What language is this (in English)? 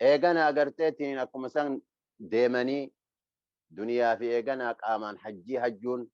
Oromo